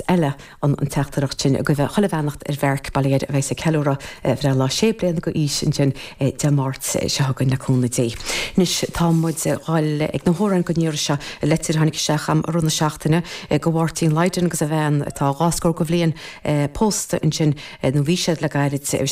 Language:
Irish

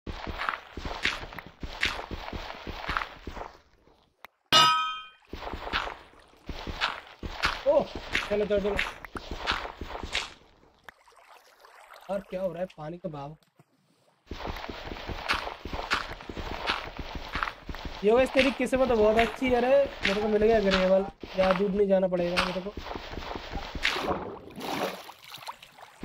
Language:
Hindi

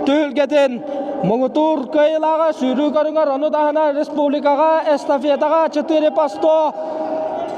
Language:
Yakut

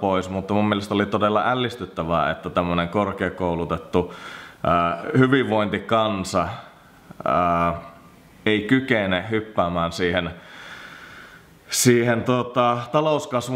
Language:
Finnish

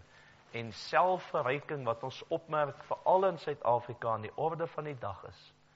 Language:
Afrikaans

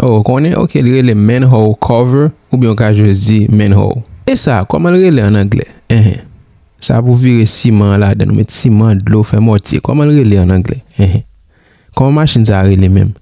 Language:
Haitian Creole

